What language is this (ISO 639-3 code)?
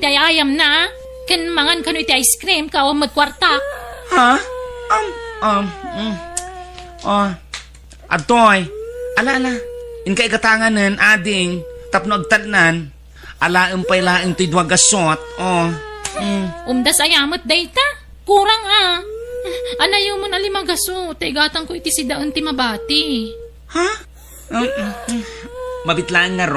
ilo